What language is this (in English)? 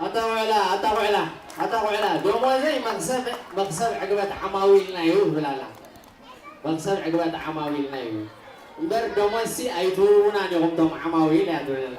Tigrinya